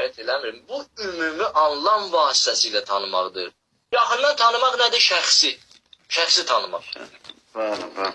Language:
Azerbaijani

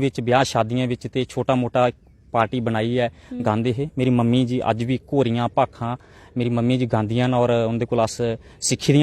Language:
Dogri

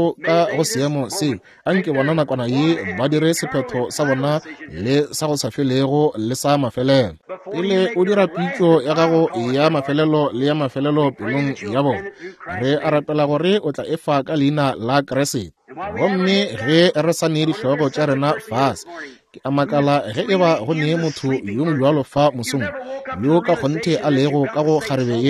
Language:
Northern Sotho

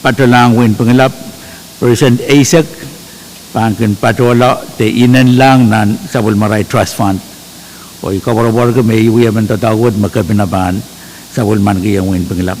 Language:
Pohnpeian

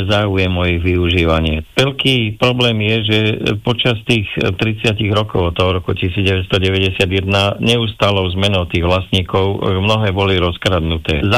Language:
Slovak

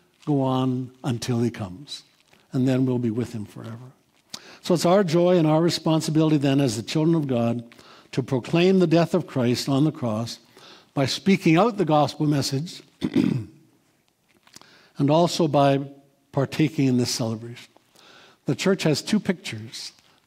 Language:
English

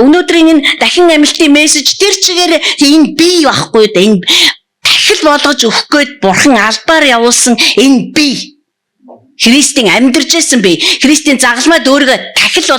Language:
Mongolian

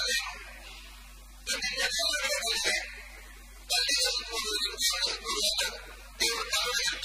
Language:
Kannada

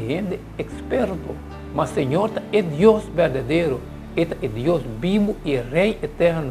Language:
Papiamento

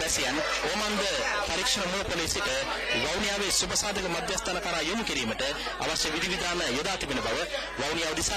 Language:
Sinhala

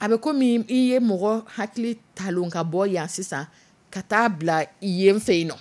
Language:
Dyula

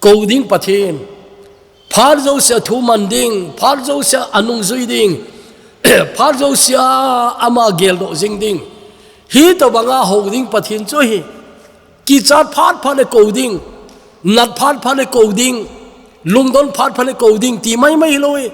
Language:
Thado Chin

